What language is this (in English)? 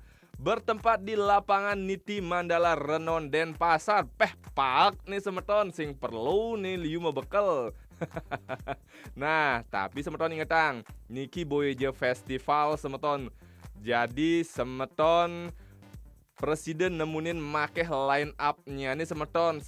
Balinese